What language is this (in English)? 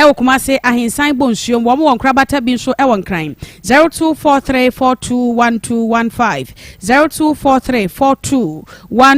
Akan